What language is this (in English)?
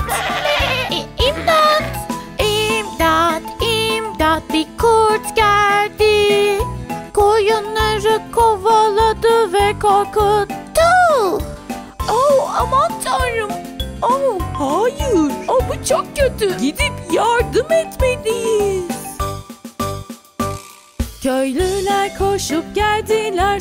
Turkish